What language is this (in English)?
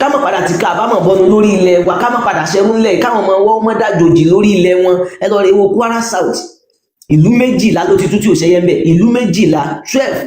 Yoruba